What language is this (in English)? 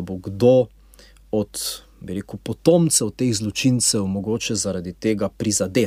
Slovenian